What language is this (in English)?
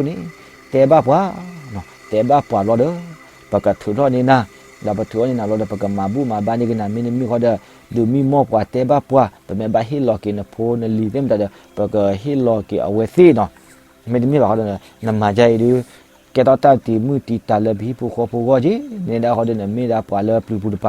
S'gaw Karen